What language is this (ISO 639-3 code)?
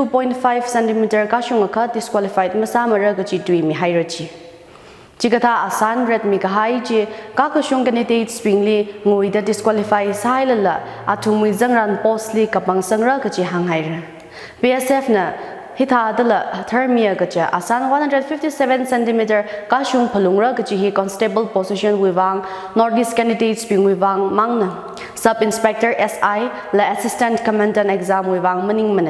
nmf